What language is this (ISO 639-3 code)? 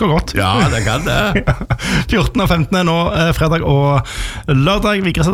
nor